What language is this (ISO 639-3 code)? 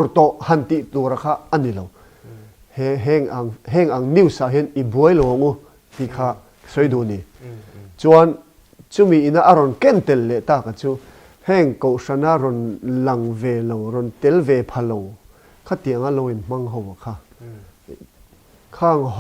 lus